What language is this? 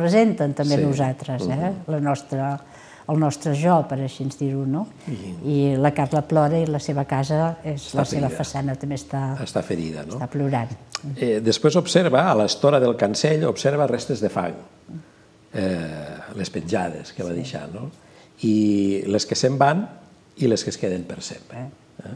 Catalan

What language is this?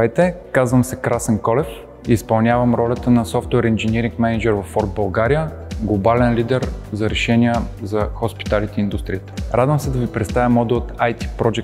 Bulgarian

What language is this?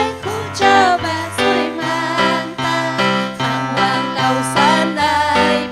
Ayacucho Quechua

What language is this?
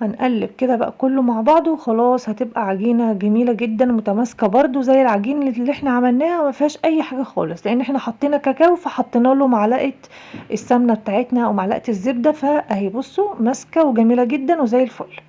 Egyptian Arabic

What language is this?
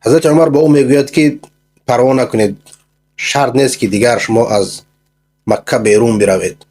Persian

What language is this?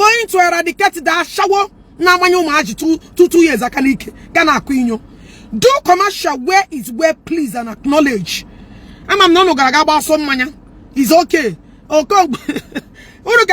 Igbo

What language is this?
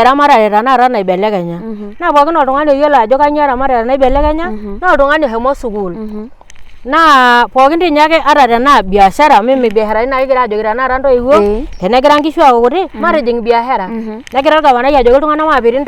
Masai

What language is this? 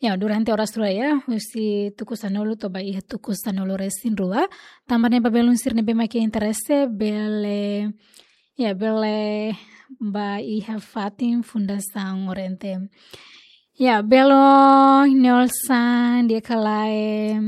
Tetum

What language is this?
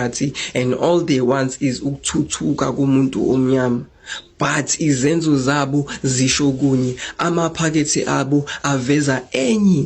Zulu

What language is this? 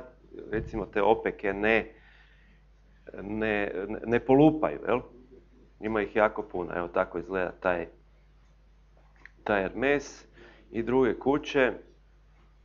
Croatian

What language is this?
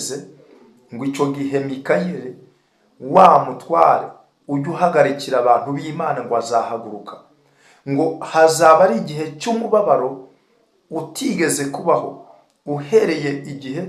Kinyarwanda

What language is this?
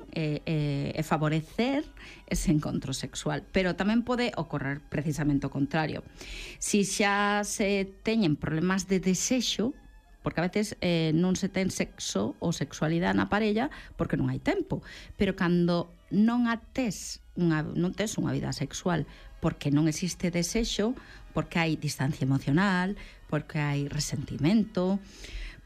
Galician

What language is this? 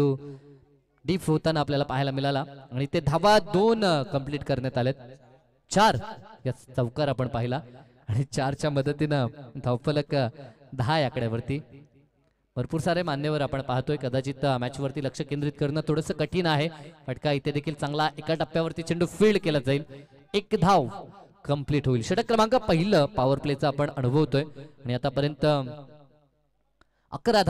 Marathi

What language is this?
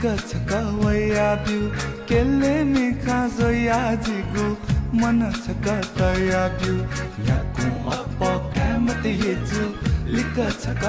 Newari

